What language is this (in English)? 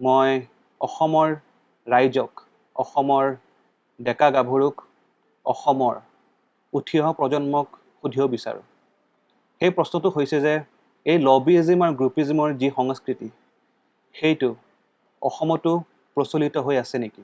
Assamese